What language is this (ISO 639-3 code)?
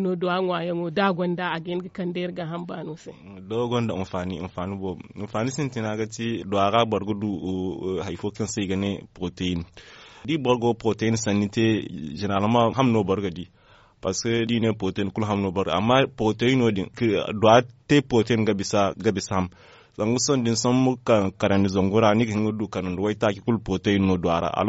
dje